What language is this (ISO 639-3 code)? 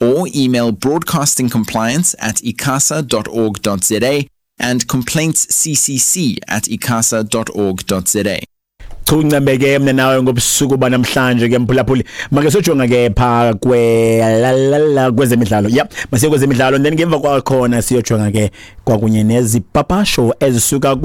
xho